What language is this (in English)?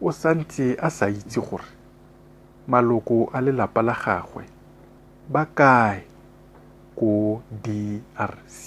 Tswana